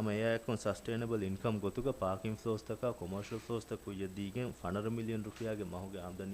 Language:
Divehi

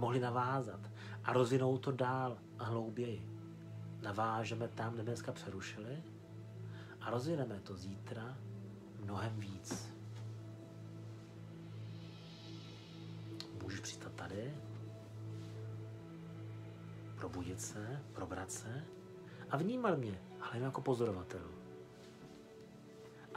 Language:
Czech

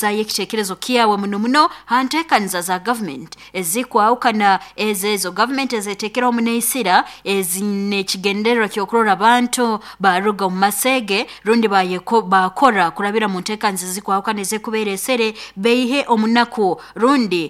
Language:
Nyoro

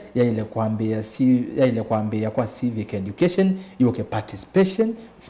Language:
Kamba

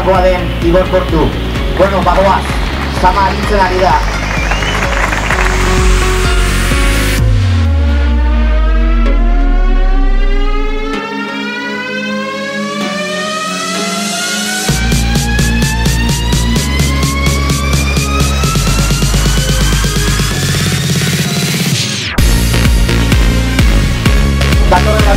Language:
Basque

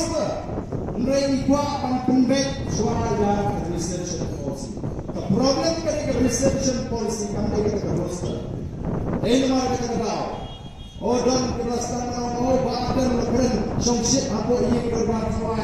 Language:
Khasi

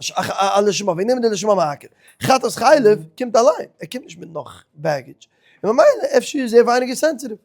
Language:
Yiddish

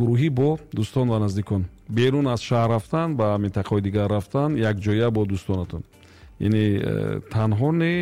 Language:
Tajik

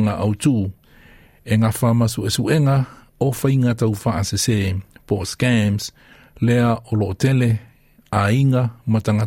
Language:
Samoan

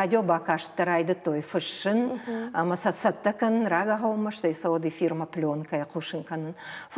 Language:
Ossetic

